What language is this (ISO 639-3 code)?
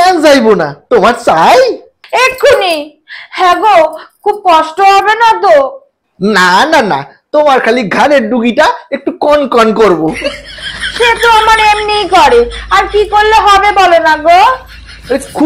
ben